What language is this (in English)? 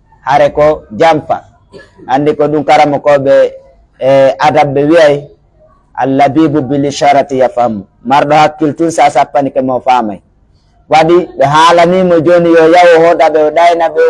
Pular